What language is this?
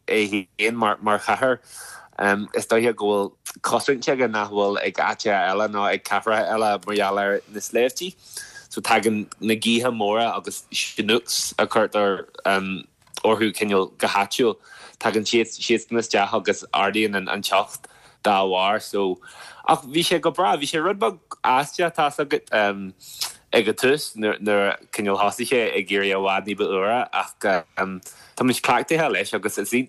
Irish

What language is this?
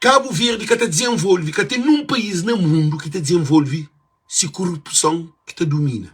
Kabuverdianu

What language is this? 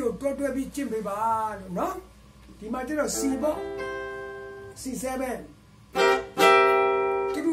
Burmese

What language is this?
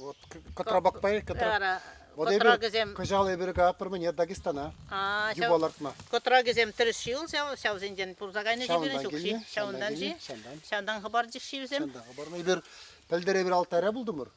Chuvash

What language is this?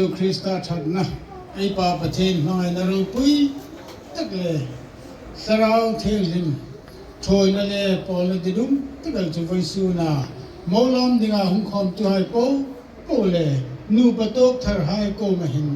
Hmar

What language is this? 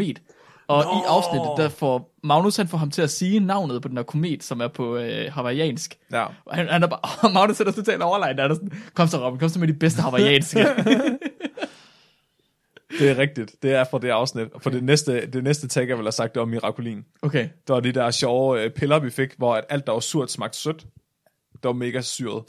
Danish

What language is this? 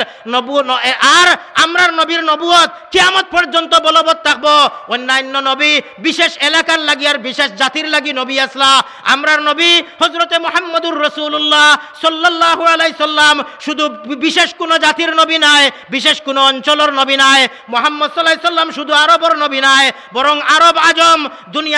Sylheti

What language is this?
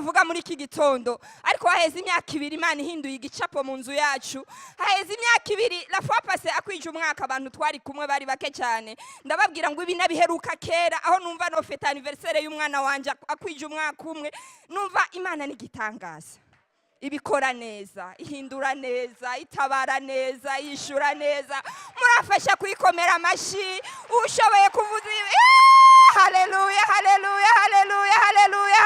Rundi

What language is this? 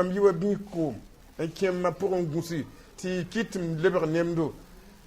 Mossi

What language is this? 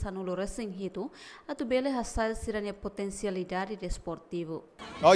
Tetum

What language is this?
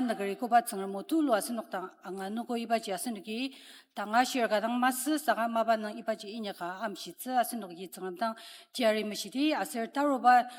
Ao Naga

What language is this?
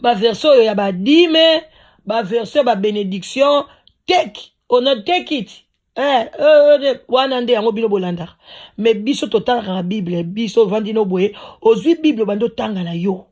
Lingala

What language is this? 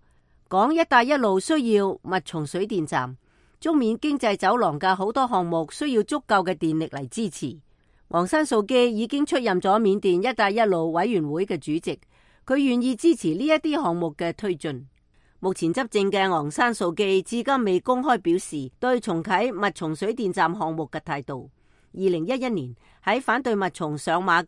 Cantonese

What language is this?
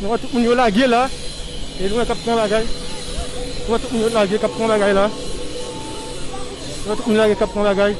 Haitian Creole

